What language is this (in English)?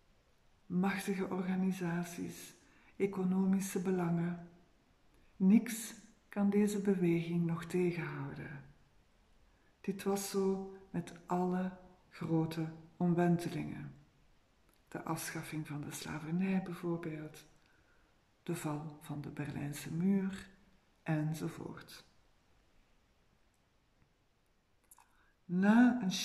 Dutch